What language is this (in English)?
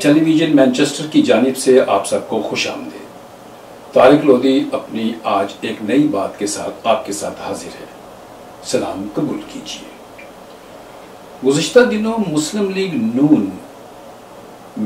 Urdu